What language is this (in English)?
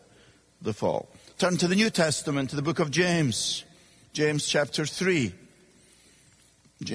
English